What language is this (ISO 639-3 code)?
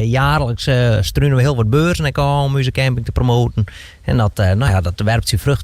fry